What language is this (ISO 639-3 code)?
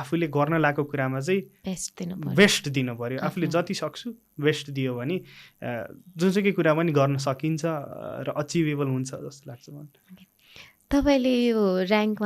nep